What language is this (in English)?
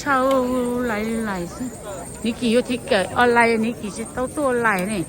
Hmong